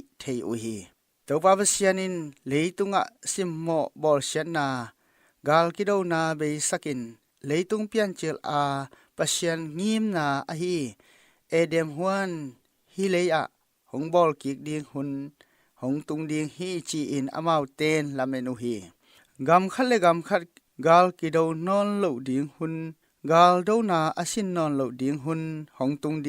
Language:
Tedim Chin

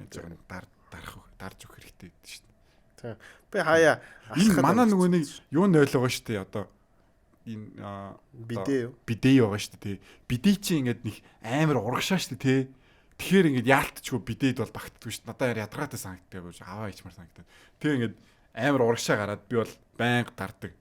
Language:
Mongolian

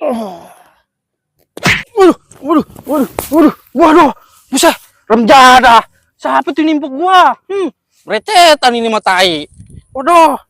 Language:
Betawi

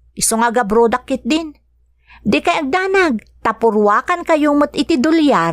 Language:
Iloko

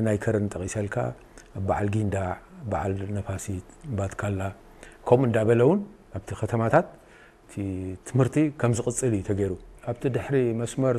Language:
Tigrinya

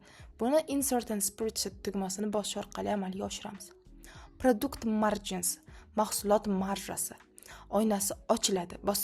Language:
Uzbek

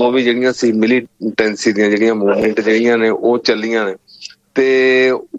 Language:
Punjabi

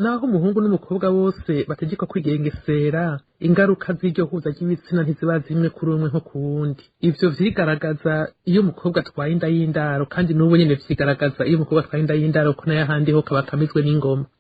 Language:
Rundi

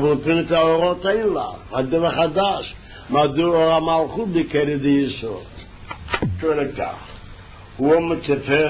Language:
Hebrew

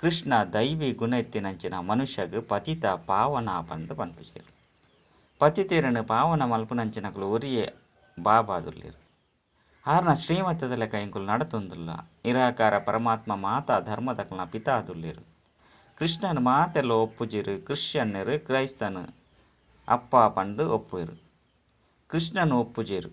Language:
Tulu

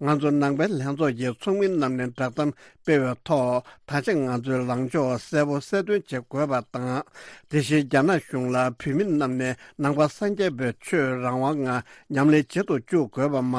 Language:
Tibetan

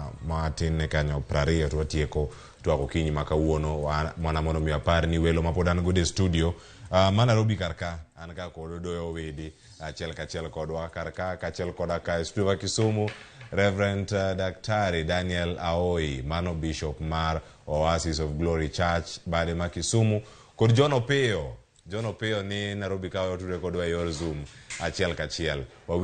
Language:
Luo (Kenya and Tanzania)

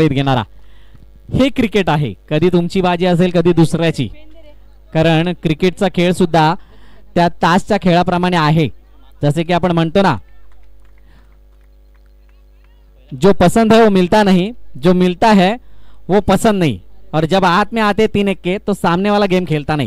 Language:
Marathi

